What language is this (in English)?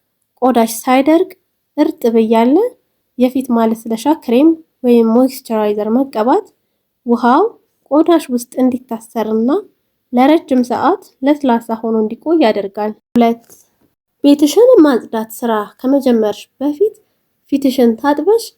Amharic